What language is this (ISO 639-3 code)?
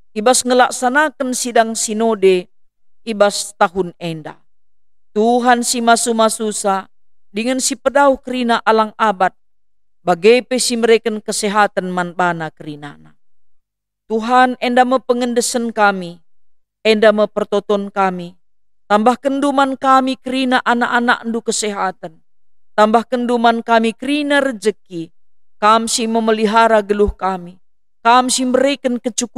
btx